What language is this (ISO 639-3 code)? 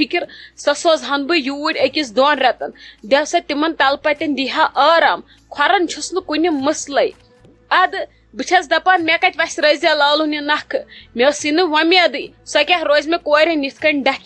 kas